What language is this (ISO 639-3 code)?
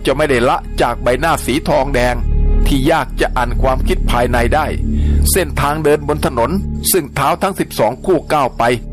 tha